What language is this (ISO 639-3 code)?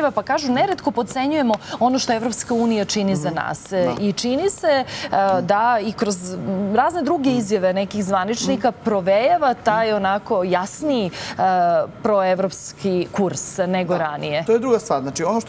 srp